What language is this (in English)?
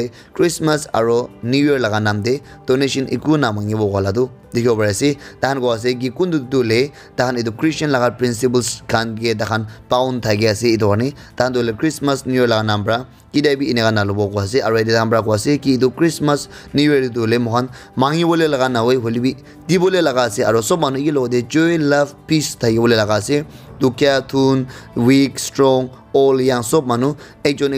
Naga Pidgin